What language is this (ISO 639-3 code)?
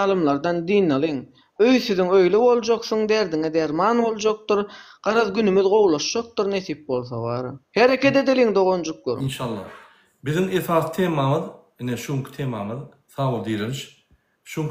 tuk